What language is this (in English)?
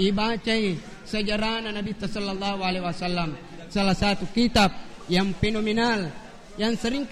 Buginese